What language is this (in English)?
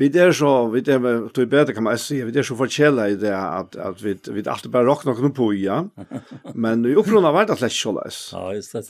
Faroese